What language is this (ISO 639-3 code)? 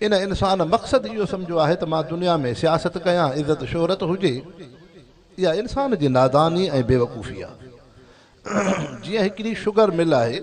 snd